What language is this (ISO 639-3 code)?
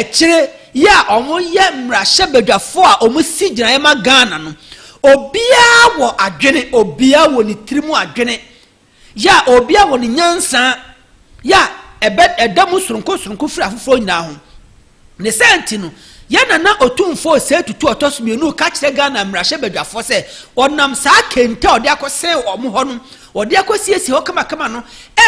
aka